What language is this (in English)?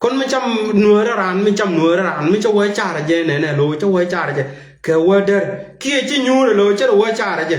Nuer